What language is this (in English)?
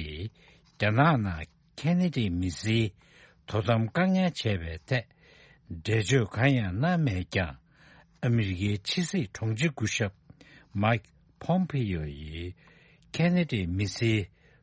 Tibetan